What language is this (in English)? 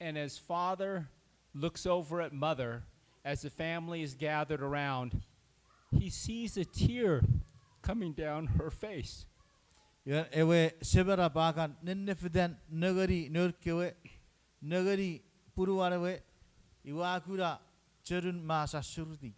Chuukese